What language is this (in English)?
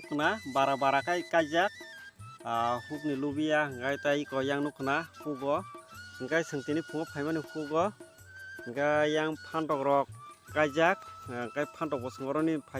Kok Borok